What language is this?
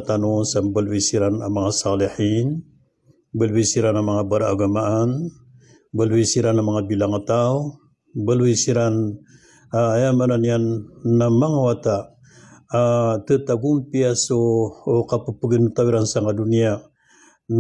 Maranao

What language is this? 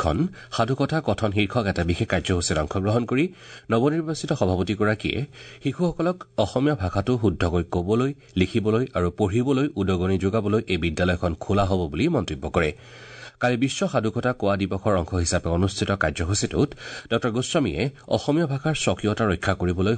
Assamese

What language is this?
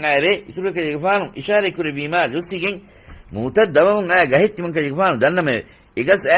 Divehi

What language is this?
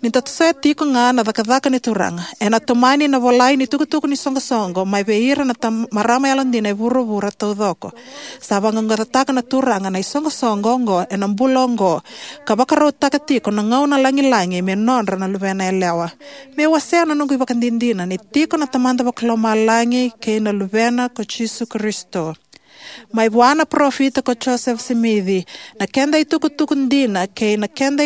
Fijian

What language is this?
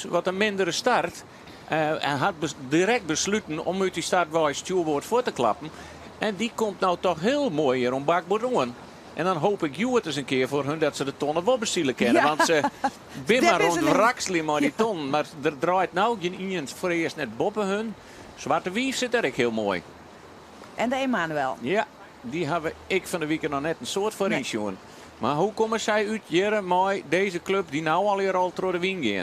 Western Frisian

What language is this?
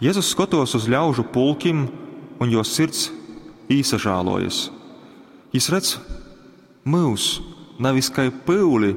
Latgalian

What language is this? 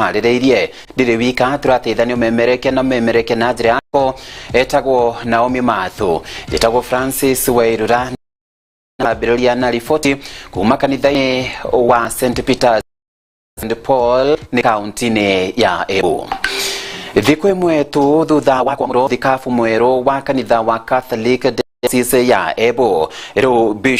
Kikuyu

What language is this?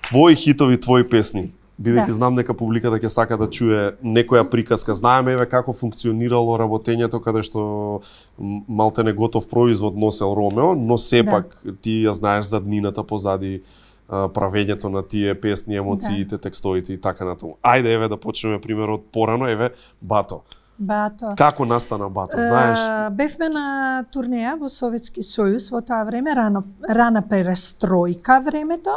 Macedonian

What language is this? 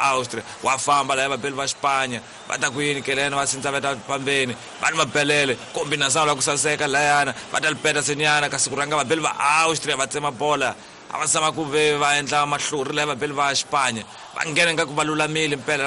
Tsonga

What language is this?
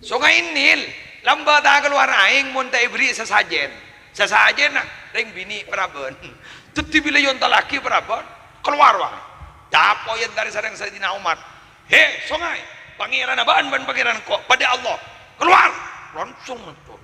Madurese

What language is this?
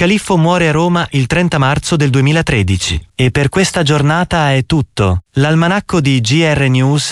Italian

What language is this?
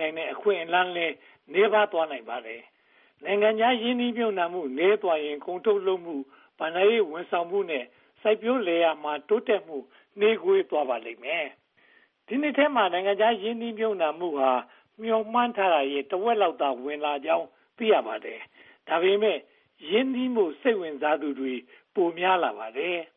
Burmese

